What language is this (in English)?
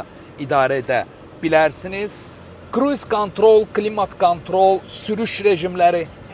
Azerbaijani